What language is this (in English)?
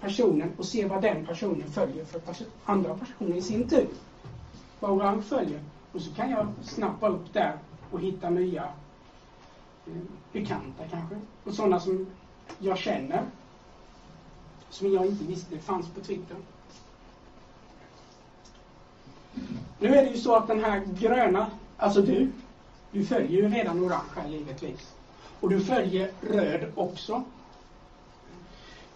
Swedish